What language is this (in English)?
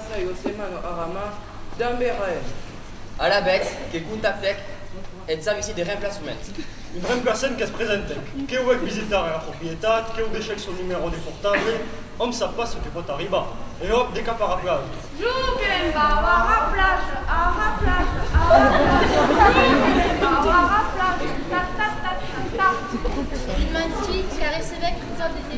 Occitan